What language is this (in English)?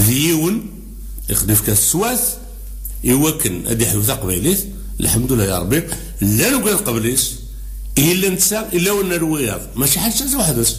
Kabyle